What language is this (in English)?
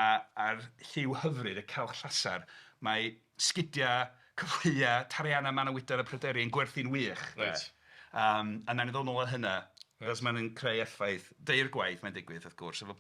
Welsh